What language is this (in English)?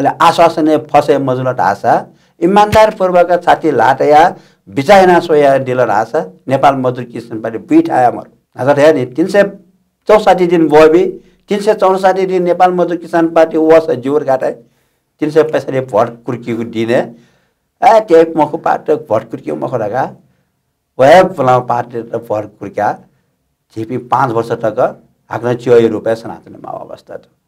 Newari